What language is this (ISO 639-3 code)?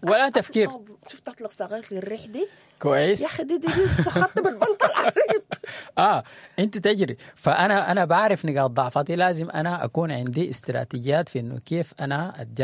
apd